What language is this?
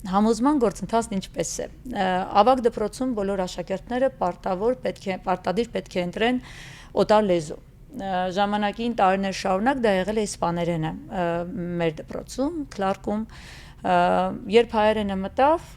Western Armenian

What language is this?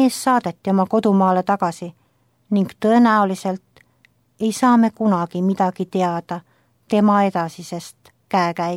Estonian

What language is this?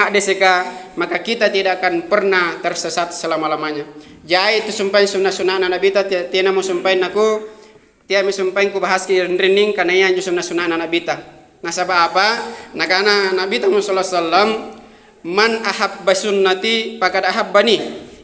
Makasar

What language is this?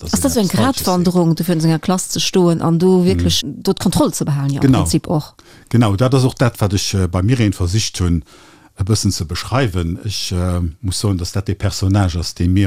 Luxembourgish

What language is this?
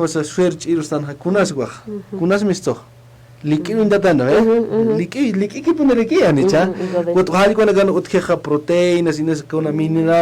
Aymara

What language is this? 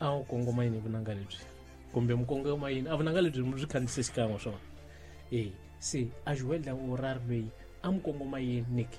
Tsonga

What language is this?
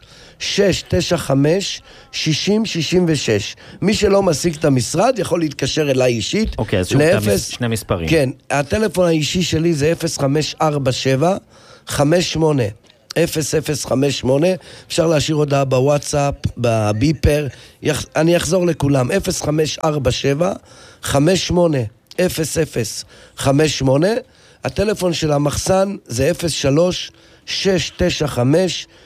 Hebrew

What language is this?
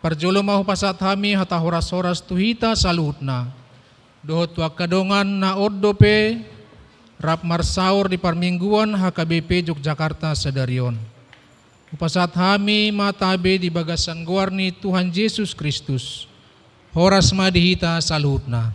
Batak Toba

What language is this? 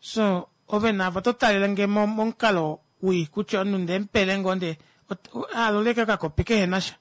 Kuanyama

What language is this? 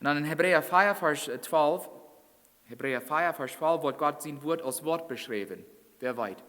Plautdietsch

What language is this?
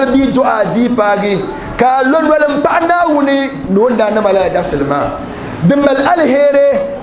Dagbani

